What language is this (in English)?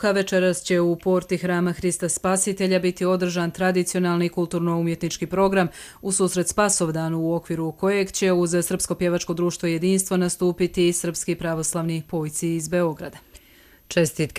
Croatian